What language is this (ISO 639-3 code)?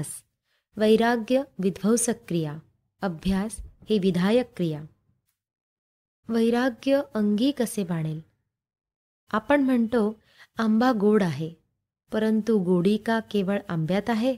mar